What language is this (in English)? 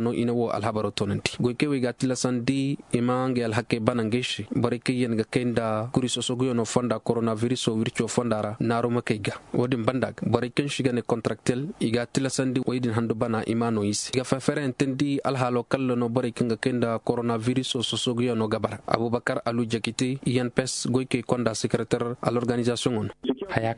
Zarma